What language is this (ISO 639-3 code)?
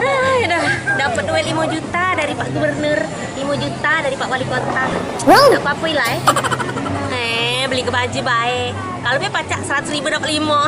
mui